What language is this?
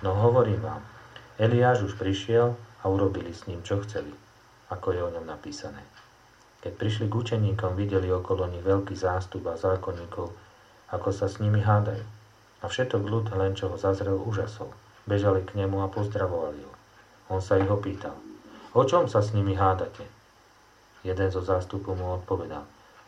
Slovak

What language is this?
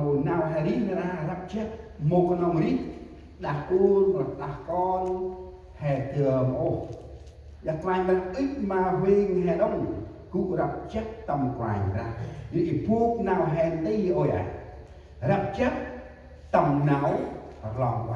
Central Mnong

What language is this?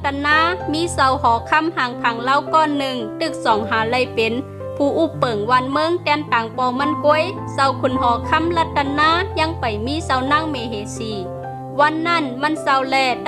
Shan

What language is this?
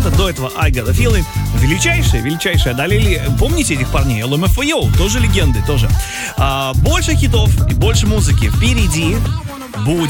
Russian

